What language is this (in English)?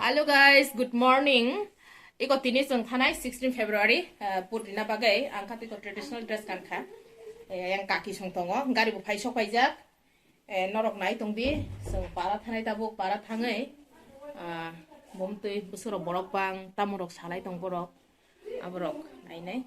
Kok Borok